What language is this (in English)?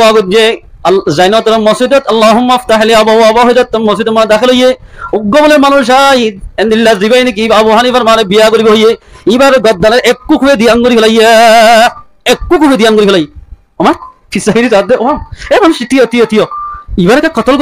Rohingya